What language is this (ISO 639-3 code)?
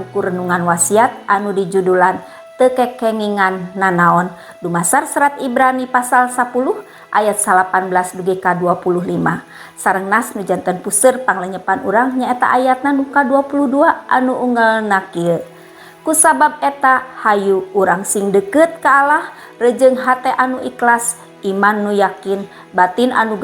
sun